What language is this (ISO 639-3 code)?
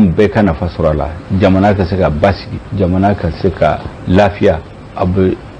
bam